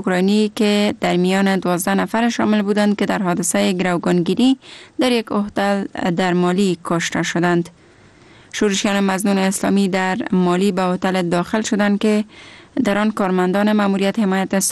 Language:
Persian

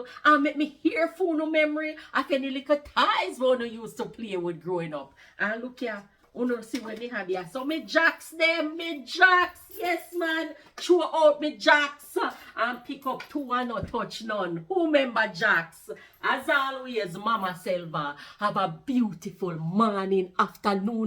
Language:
Jamaican Creole English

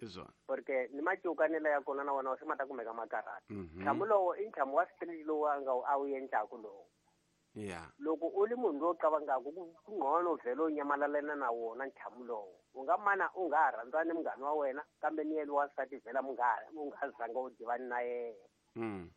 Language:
Tsonga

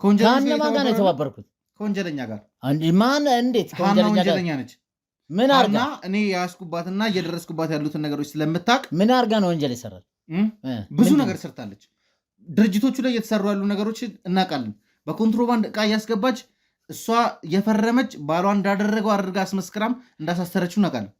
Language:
Amharic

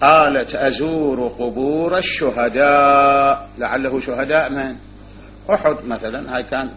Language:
Mesopotamian Arabic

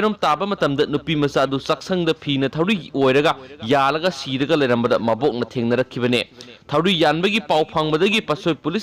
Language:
Manipuri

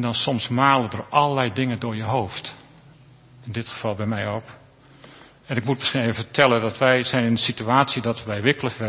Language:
Dutch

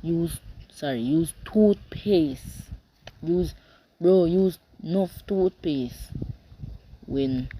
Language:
Jamaican Creole English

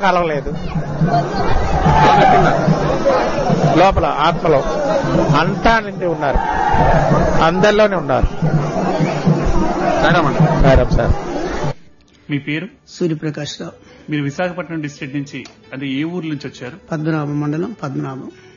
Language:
Telugu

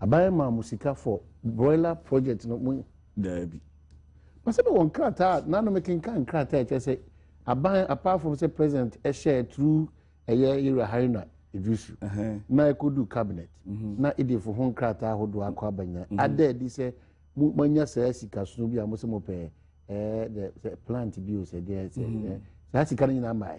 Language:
Akan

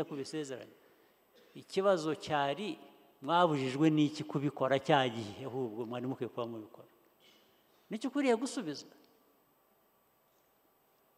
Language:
Kinyarwanda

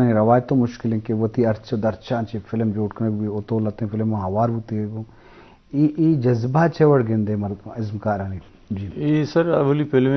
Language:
Eastern Balochi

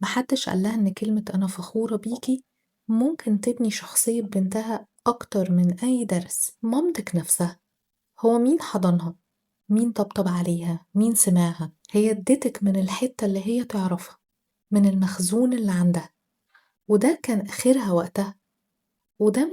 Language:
Egyptian Arabic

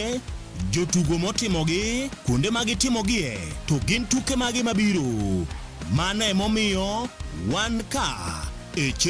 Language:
Luo (Kenya and Tanzania)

